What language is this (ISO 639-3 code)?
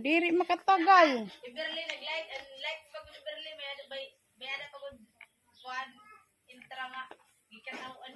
war